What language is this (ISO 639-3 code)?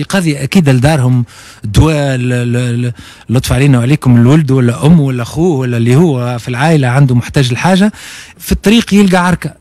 aeb